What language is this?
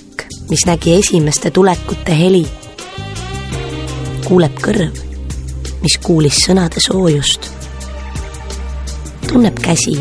Estonian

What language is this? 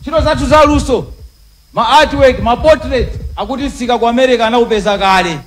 Nyanja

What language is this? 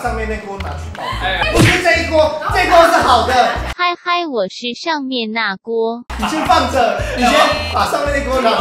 Chinese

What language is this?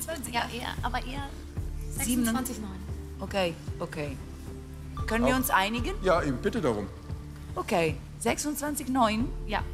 German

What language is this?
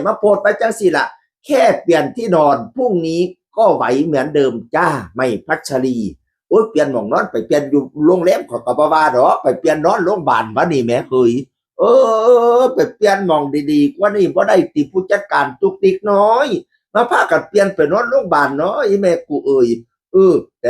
Northeastern Thai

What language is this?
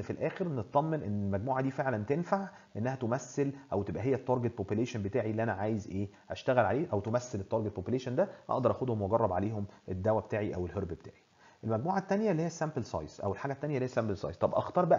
Egyptian Arabic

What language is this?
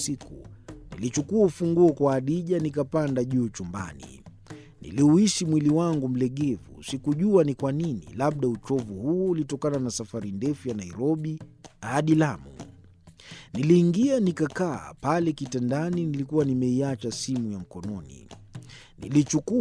Swahili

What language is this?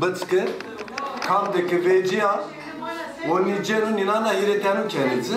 Zaza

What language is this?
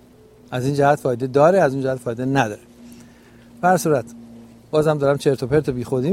Persian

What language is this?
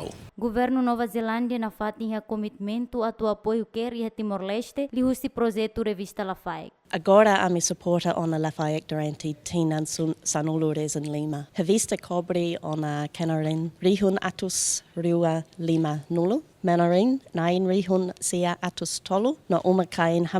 Tetum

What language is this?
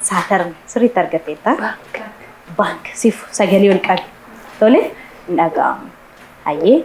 Oromo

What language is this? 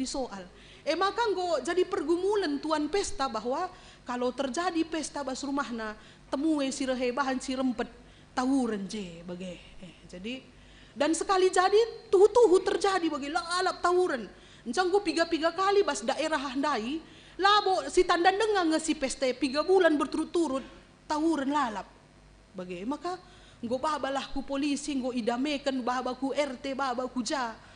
Batak Karo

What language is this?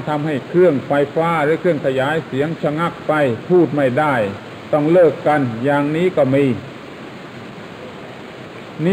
Thai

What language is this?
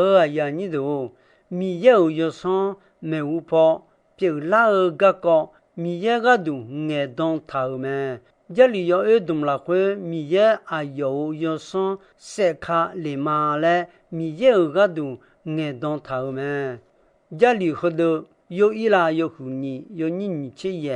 Akha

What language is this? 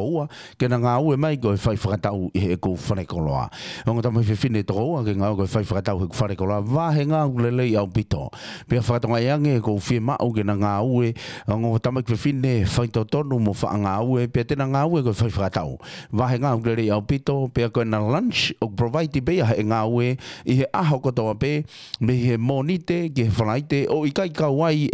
Tongan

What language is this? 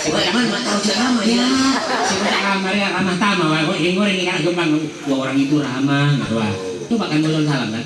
Madurese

